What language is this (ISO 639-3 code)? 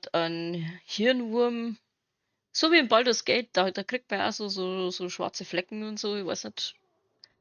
bar